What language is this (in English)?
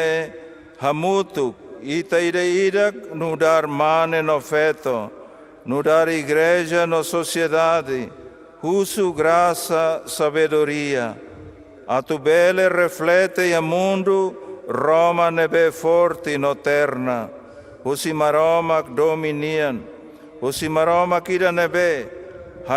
Tetum